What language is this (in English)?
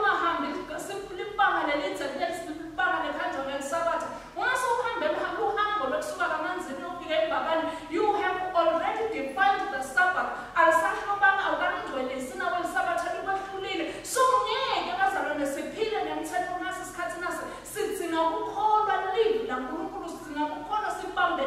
Swati